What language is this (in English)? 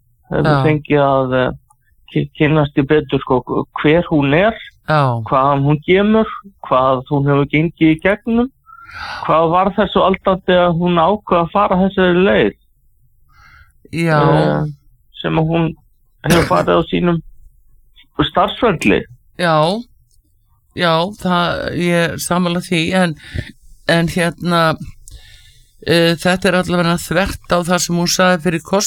Icelandic